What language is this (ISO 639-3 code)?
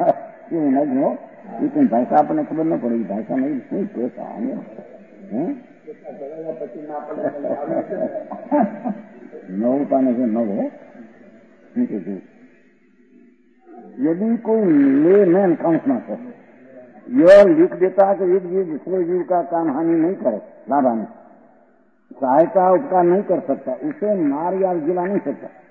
guj